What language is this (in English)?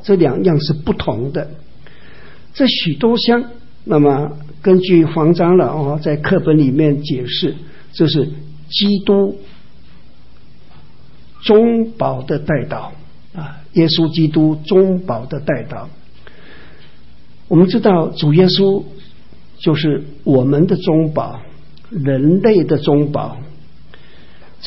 Chinese